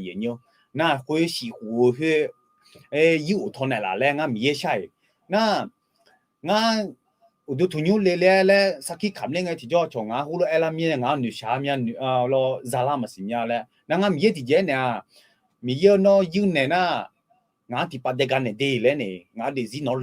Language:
Akha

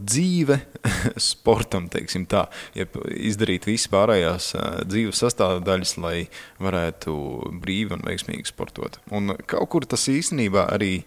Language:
Latvian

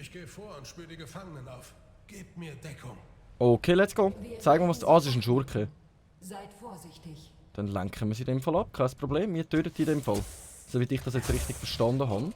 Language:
Swiss German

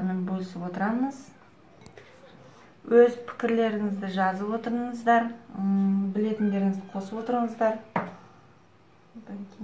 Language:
Kazakh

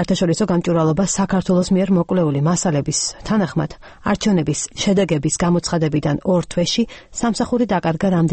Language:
Georgian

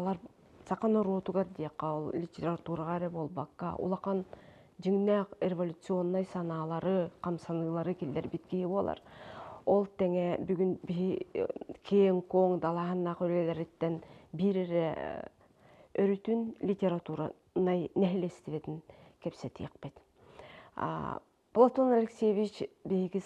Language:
Yakut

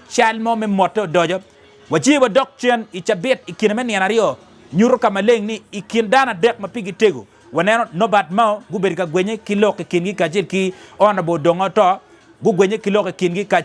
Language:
Acoli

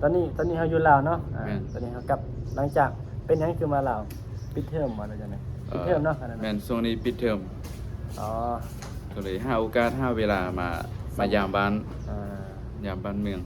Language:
Lao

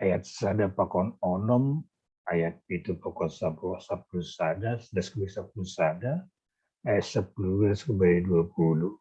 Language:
Batak Simalungun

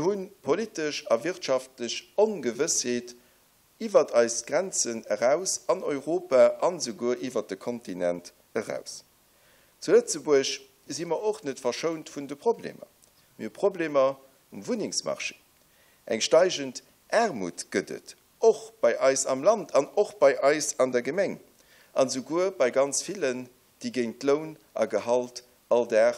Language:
Luxembourgish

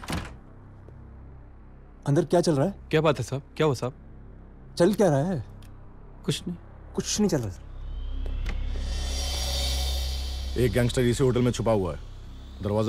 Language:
Hindi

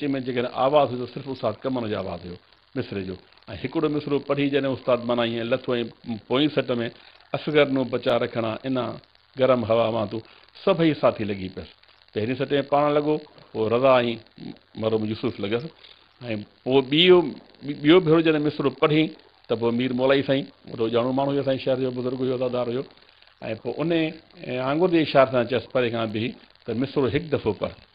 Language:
Sindhi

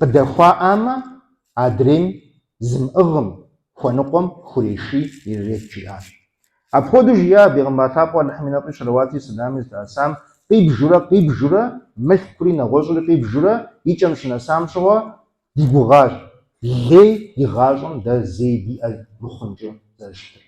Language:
Kabardian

